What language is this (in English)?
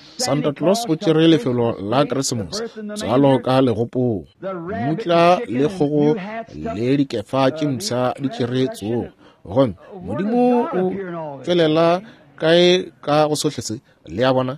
Northern Sotho